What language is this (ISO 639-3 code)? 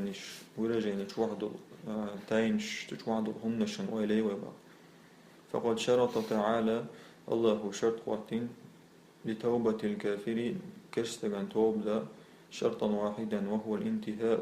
che